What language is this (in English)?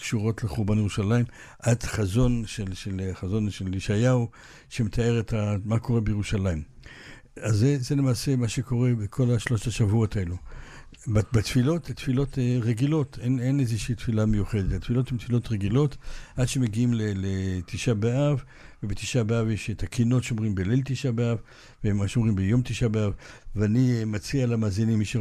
Hebrew